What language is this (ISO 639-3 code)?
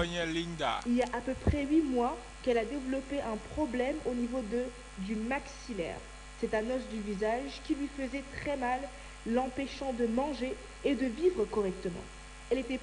ewe